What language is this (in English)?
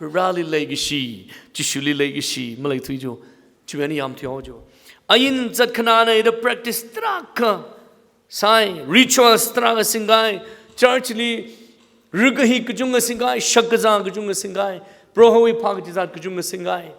Tangkhul Naga (India)